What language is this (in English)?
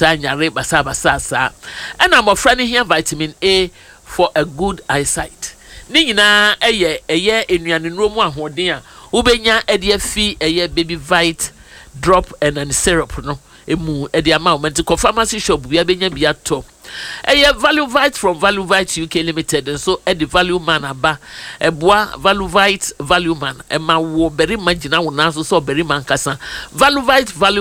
Akan